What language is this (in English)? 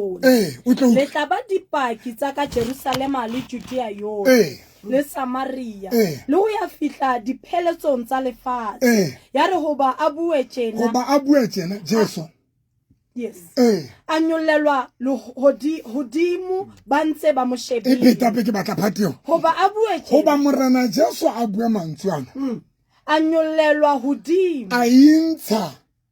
Southern Sotho